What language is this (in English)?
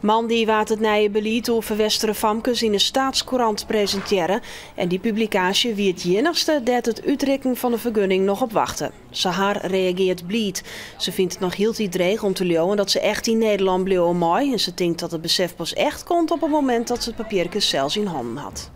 Western Frisian